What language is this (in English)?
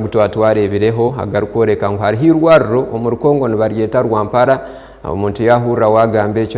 Nyankole